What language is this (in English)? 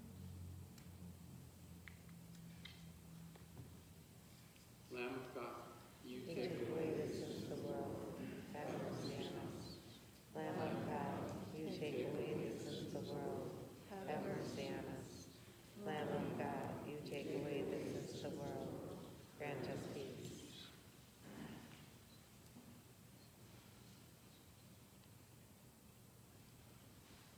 English